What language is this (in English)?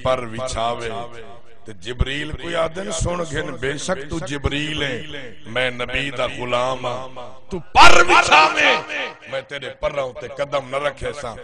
Saraiki